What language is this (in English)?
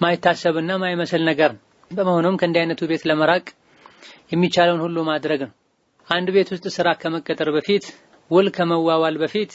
Amharic